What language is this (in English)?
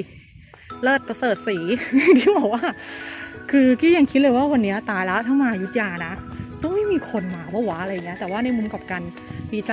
Thai